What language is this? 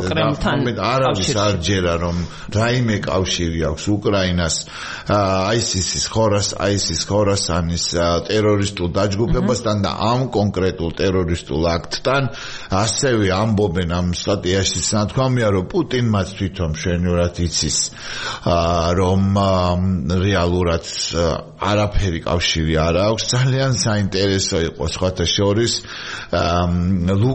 Georgian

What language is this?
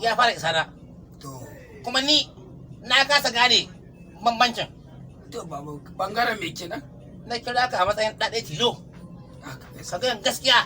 Hausa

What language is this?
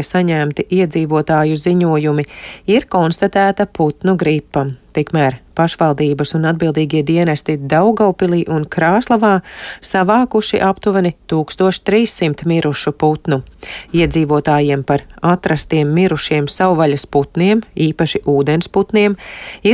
Latvian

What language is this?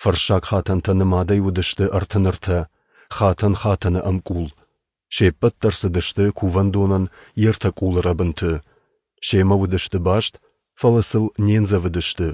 Ossetic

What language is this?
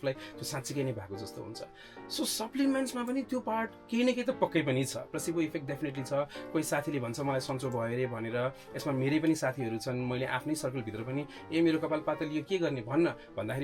Nepali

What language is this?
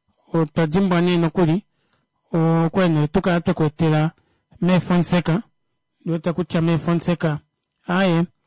Kuanyama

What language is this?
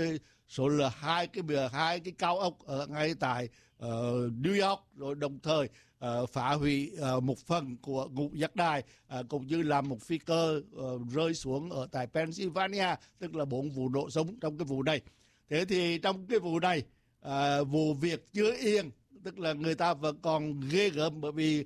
Vietnamese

